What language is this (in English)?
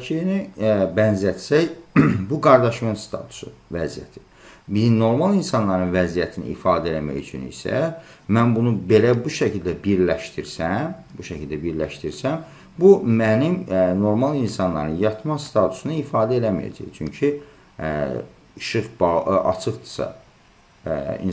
Azerbaijani